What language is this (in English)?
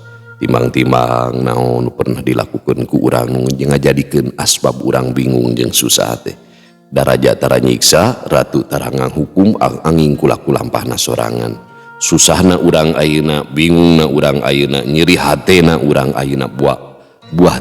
Sundanese